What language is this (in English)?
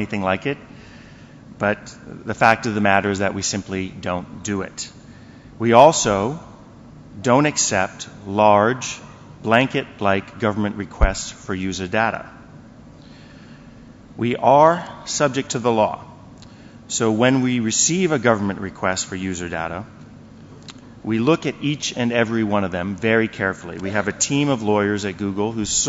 English